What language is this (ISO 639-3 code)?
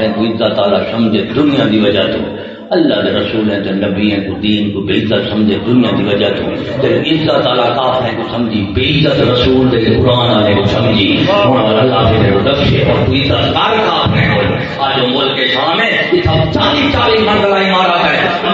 skr